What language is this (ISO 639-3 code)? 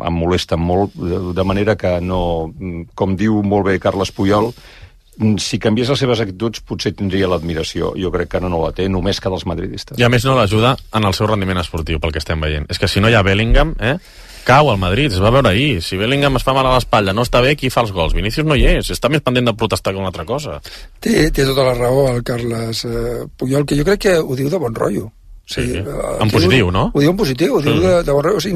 cat